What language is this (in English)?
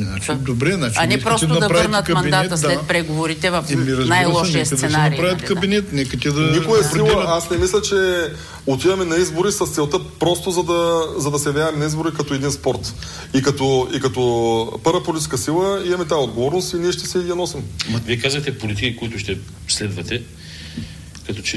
Bulgarian